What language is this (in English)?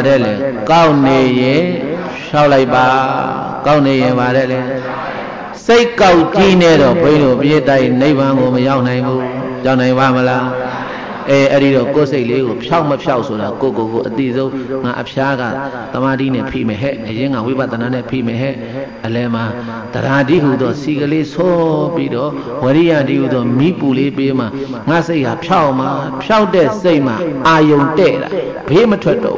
Burmese